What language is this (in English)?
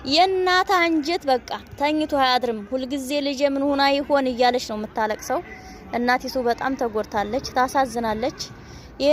Amharic